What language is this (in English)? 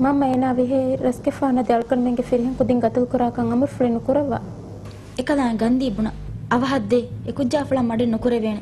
Divehi